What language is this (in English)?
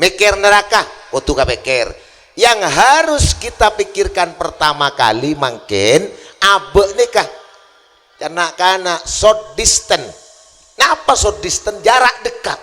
Madurese